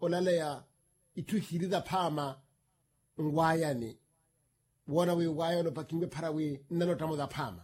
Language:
Makhuwa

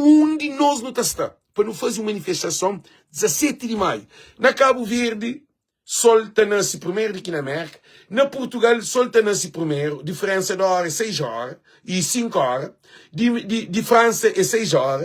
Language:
Kabuverdianu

